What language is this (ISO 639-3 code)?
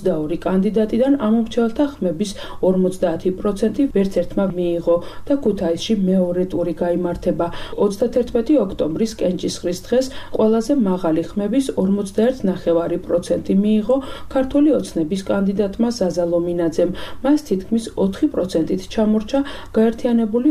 kat